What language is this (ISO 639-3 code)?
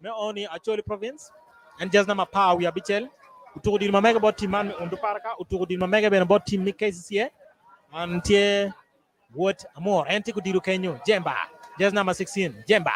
ach